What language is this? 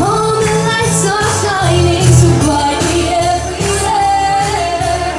Limburgish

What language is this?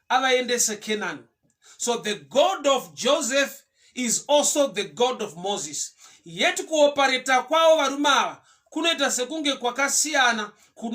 Shona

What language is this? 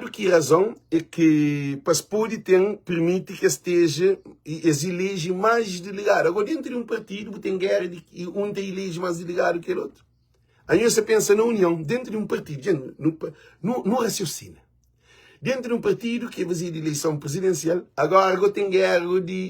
Kabuverdianu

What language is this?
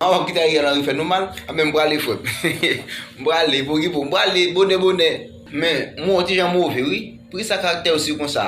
Haitian Creole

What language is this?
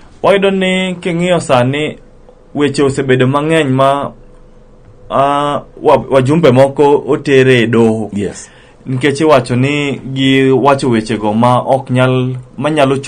Luo (Kenya and Tanzania)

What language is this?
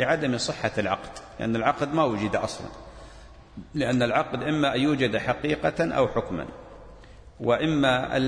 Arabic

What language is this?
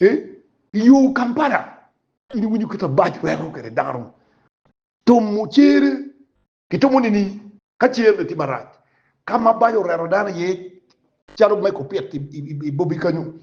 Acoli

